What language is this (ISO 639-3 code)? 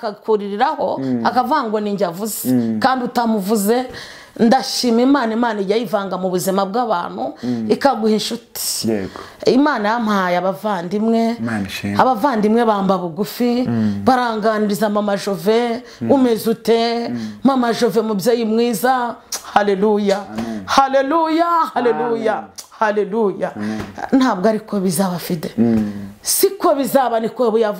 kin